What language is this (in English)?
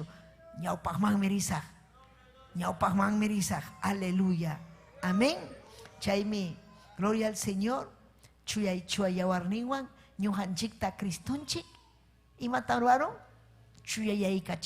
Ayacucho Quechua